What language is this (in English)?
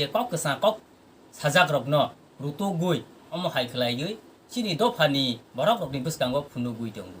Kok Borok